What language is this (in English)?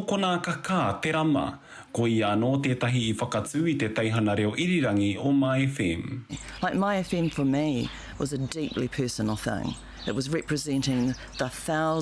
Māori